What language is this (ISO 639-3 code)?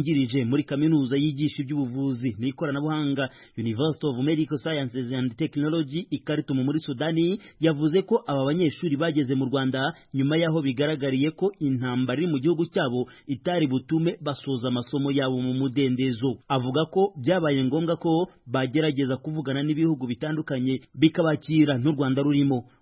kin